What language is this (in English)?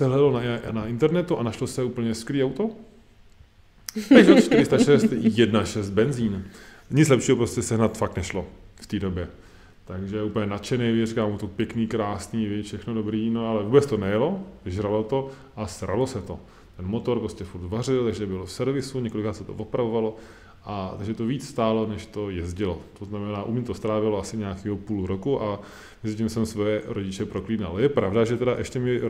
Czech